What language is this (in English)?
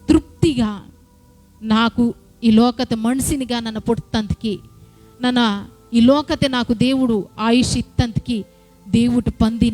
Koya